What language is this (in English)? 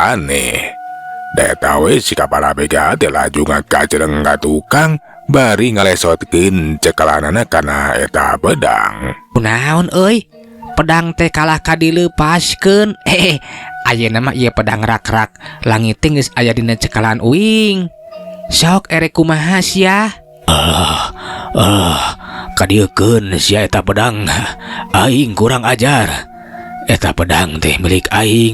Sundanese